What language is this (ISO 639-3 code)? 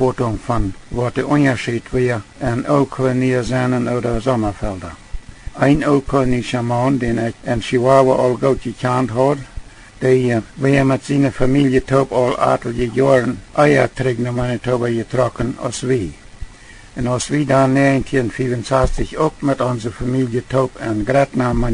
pdt